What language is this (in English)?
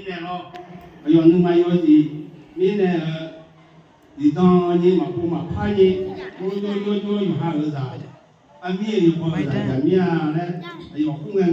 Akha